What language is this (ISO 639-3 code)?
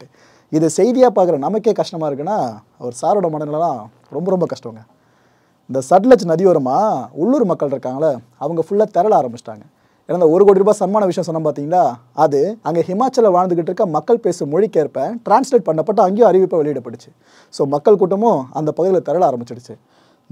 tam